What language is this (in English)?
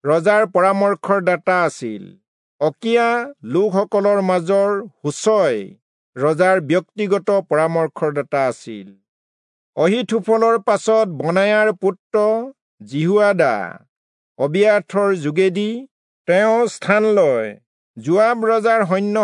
Assamese